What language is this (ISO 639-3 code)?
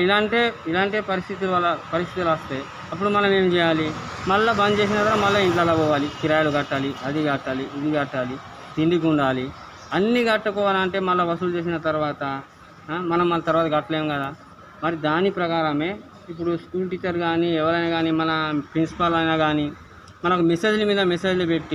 tel